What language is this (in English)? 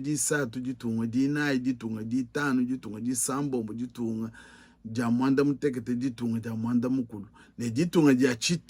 Luba-Lulua